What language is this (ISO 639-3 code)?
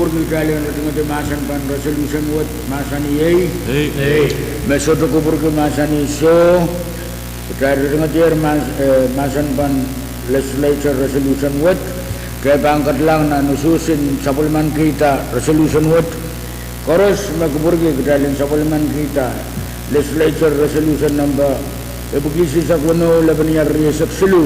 pon